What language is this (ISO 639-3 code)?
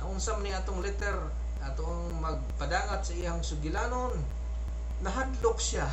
ceb